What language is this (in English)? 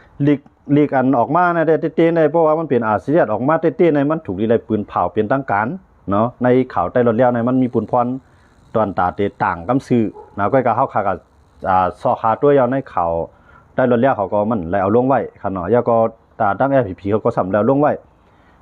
Shan